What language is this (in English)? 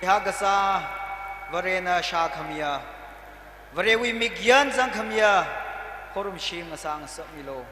Tangkhul Naga (India)